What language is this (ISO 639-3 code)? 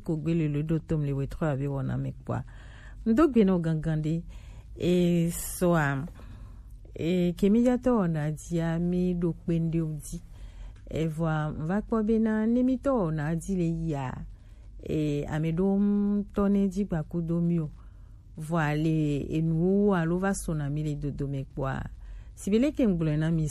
gej